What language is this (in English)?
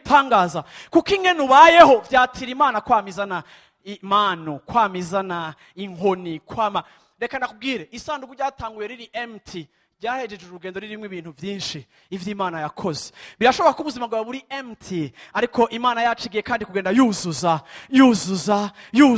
Rundi